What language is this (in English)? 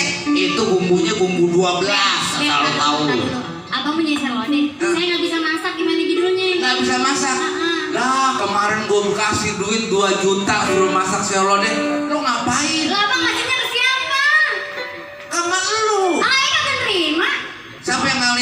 Betawi